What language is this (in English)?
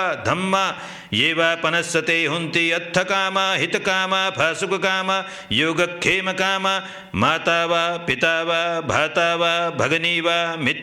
Pali